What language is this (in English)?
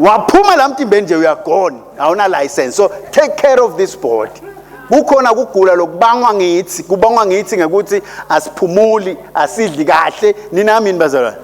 Swati